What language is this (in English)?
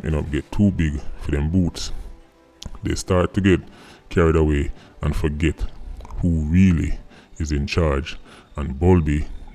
Jamaican Creole English